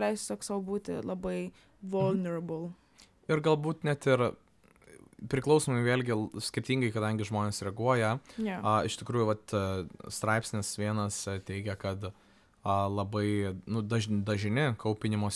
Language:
Lithuanian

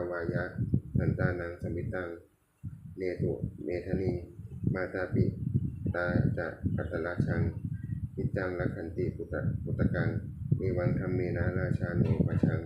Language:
Pali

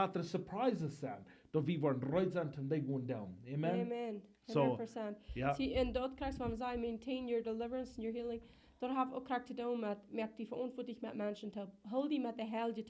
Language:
Plautdietsch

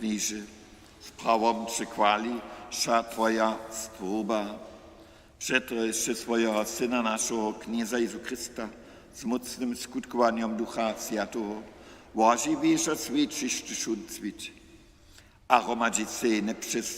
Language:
Upper Sorbian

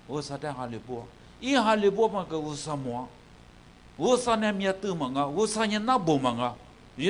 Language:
Lisu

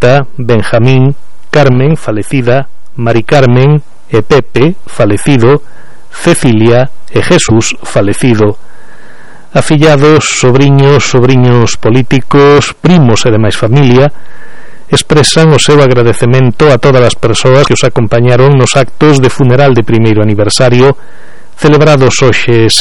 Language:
Galician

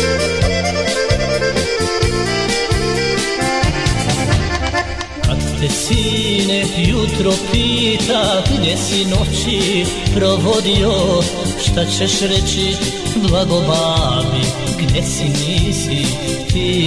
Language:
Serbian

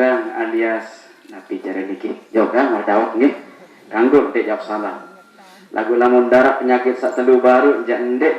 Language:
Sasak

